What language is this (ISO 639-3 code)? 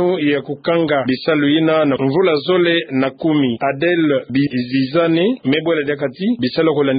ktu